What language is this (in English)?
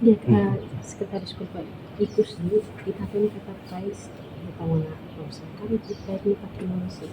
Tetum